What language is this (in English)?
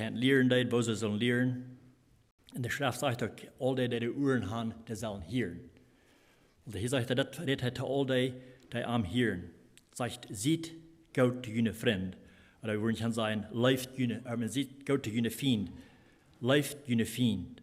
Plautdietsch